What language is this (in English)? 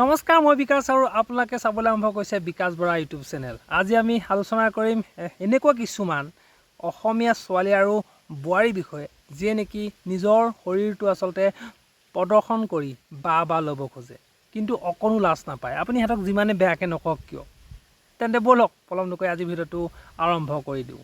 Assamese